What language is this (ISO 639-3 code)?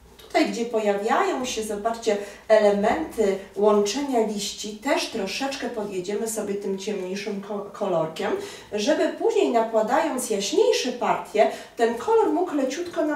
pol